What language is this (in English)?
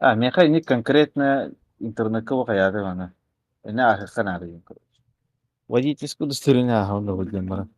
Yakut